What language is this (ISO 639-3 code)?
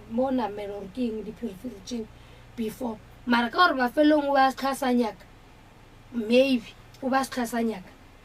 nso